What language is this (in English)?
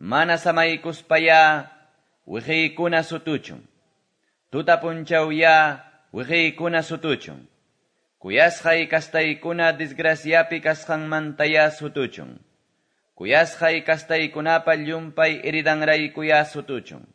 Quechua